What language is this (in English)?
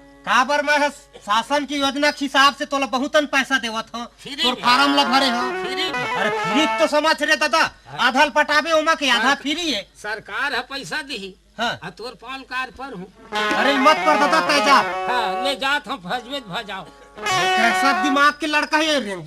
Chhattisgarhi